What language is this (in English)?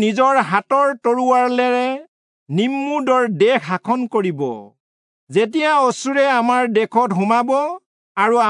Assamese